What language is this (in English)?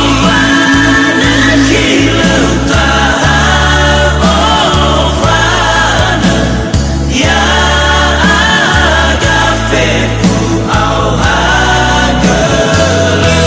Nias